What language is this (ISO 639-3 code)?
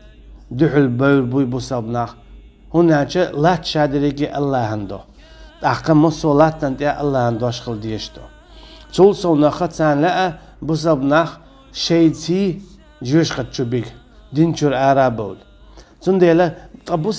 che